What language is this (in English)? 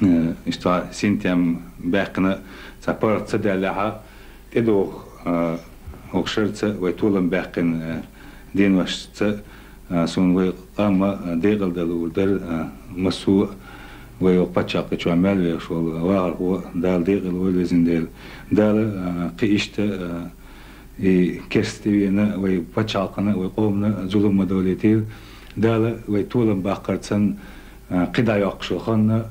Chechen